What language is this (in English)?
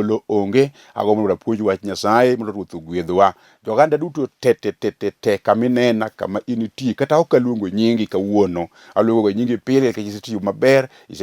Luo (Kenya and Tanzania)